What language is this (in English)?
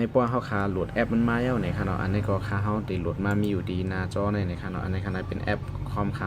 Shan